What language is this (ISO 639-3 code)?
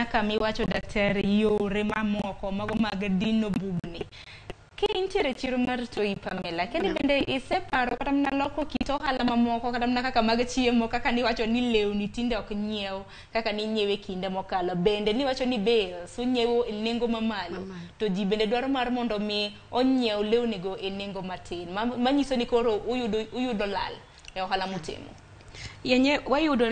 luo